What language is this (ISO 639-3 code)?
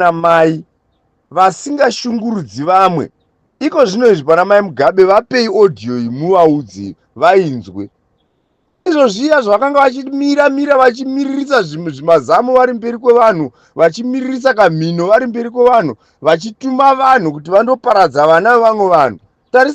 sna